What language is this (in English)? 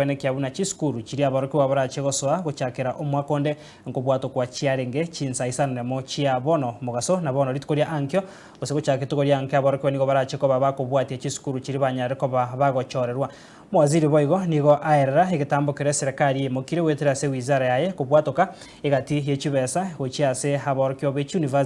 Gusii